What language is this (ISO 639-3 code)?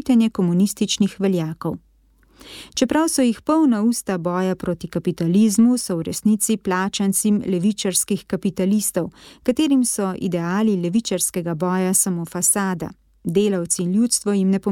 slv